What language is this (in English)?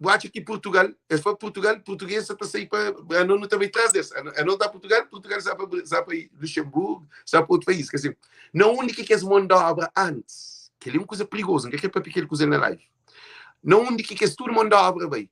Kabuverdianu